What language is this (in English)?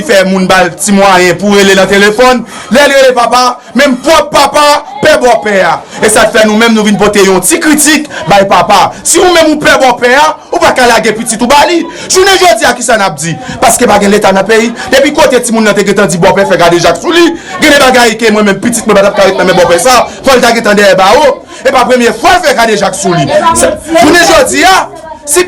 Haitian Creole